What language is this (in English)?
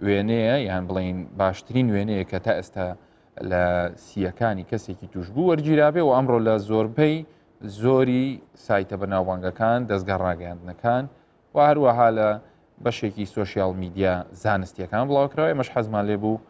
Central Kurdish